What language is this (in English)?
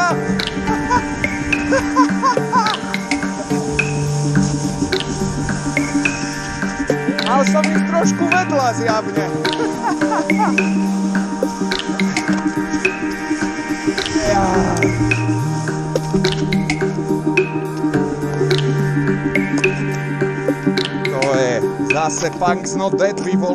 Slovak